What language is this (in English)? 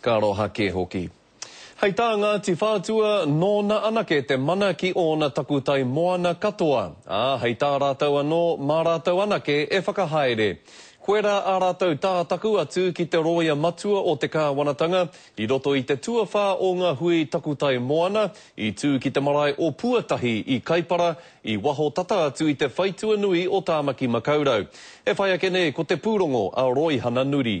Māori